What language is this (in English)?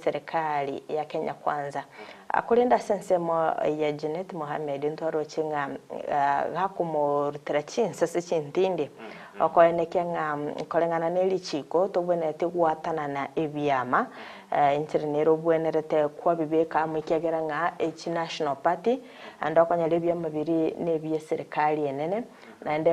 Gusii